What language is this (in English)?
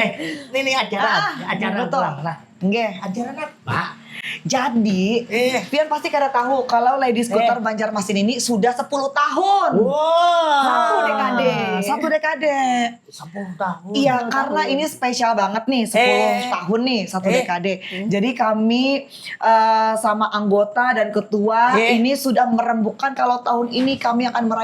Banjar